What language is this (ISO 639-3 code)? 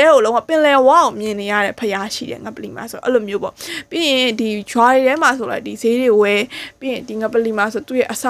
mya